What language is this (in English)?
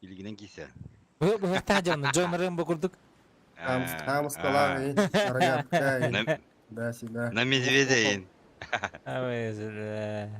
Yakut